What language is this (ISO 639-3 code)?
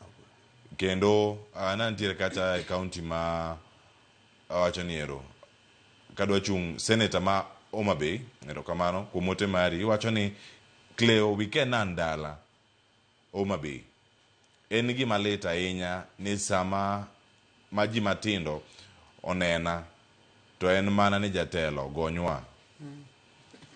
luo